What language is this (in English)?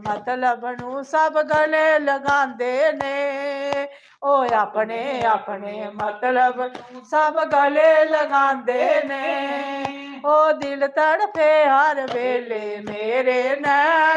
Dogri